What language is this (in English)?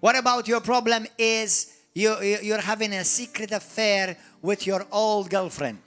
English